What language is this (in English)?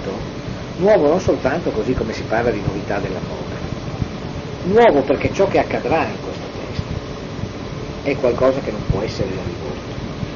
Italian